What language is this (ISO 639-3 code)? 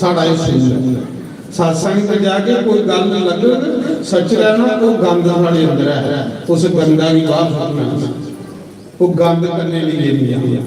doi